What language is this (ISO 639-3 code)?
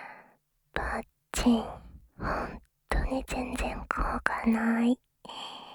jpn